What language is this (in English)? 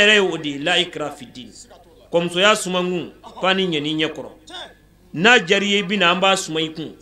Bambara